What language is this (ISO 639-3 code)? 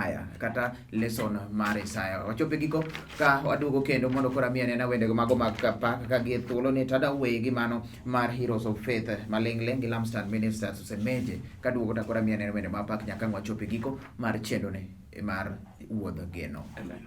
luo